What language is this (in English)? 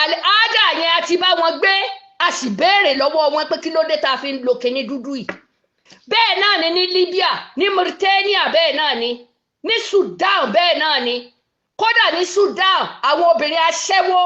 Yoruba